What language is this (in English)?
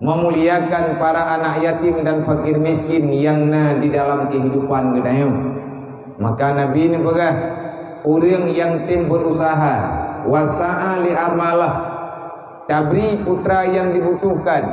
Achinese